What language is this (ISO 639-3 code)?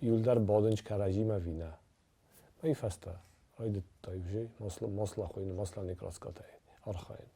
oss